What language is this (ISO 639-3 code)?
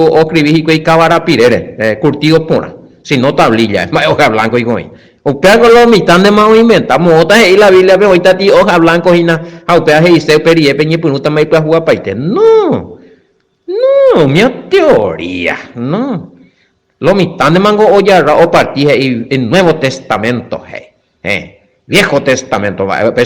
grn